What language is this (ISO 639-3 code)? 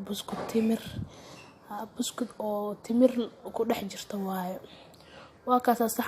som